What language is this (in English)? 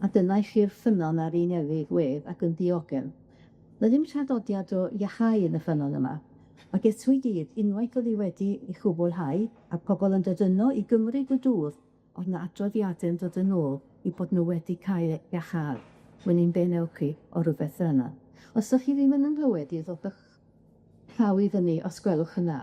Welsh